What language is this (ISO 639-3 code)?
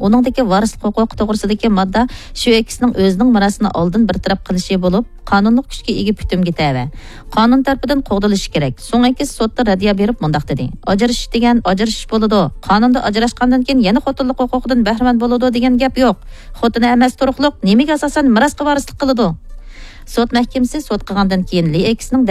uig